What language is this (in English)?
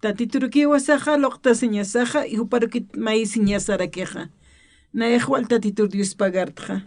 Aymara